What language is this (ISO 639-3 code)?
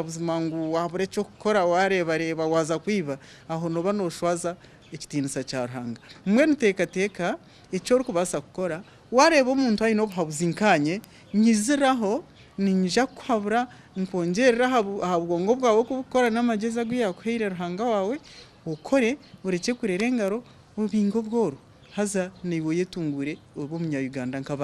nyn